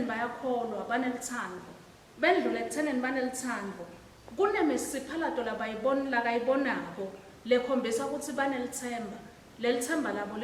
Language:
Swati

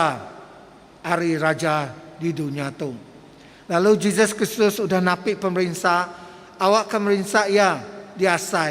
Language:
Iban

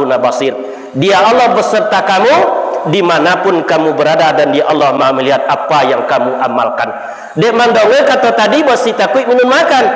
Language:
Minangkabau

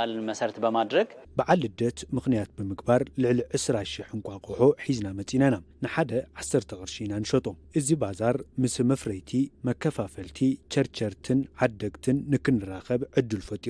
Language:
Tigrinya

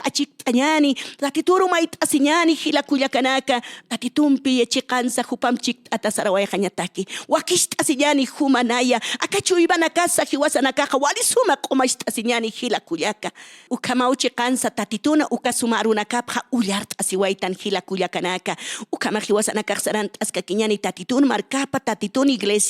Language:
Aymara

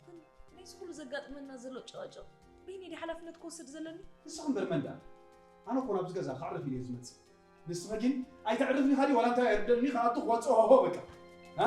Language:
Tigrinya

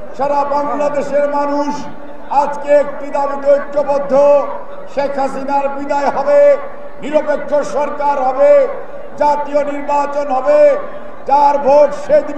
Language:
Bangla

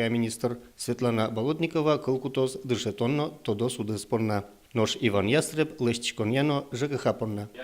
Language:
Udmurt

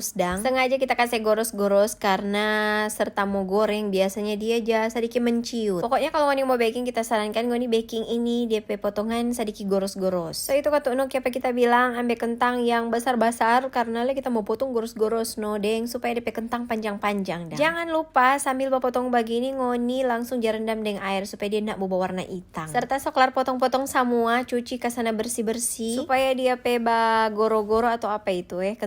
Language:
Manado Malay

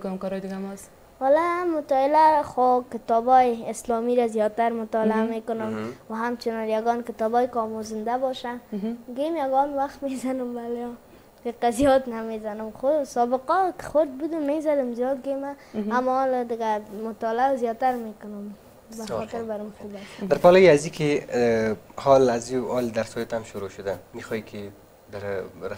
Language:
Persian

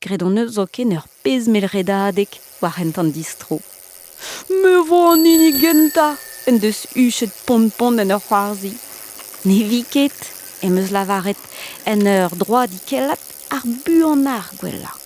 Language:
Breton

